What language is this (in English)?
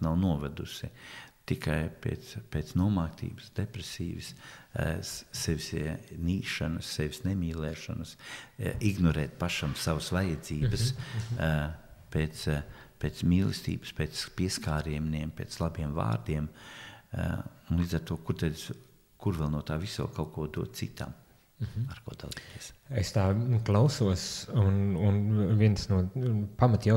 Latvian